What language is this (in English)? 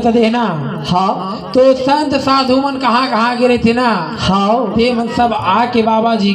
Chhattisgarhi